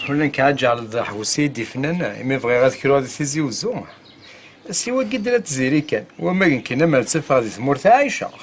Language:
Kabyle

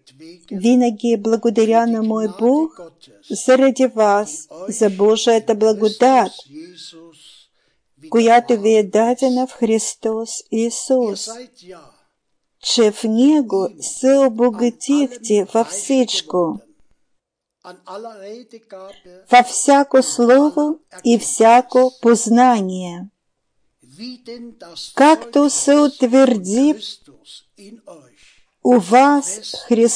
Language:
Bulgarian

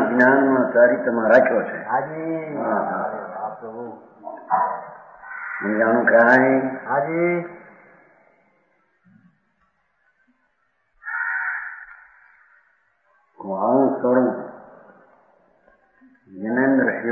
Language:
Gujarati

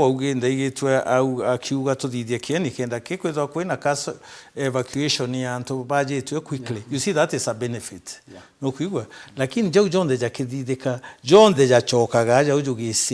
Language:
Meru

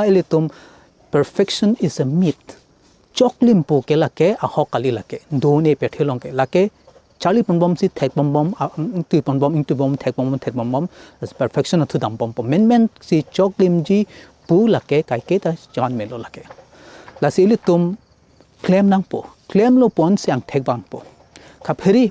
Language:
Karbi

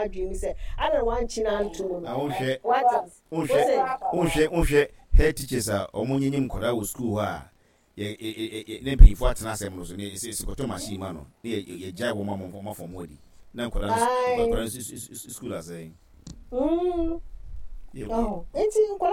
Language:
Akan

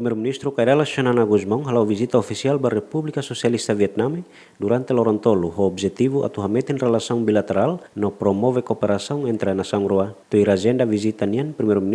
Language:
Tetum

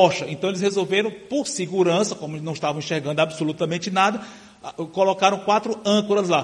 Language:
Portuguese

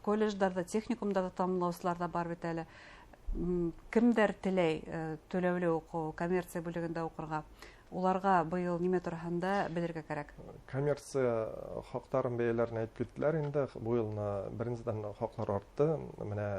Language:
Bashkir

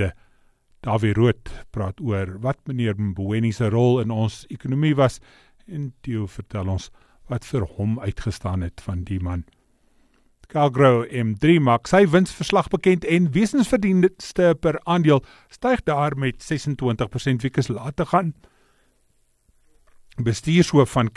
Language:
Afrikaans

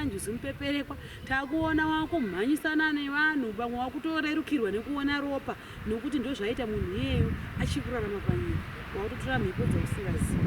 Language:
Shona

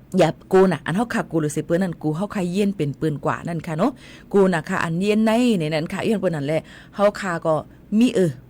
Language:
Shan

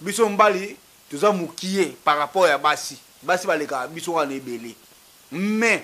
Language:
Lingala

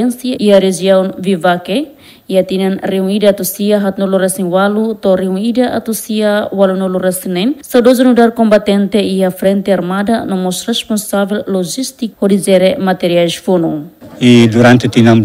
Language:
Tetum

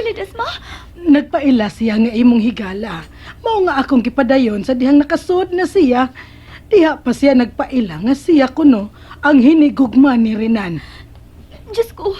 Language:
Cebuano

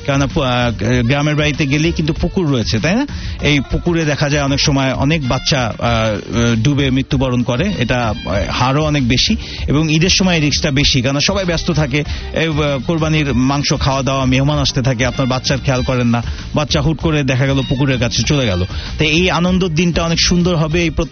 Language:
Bangla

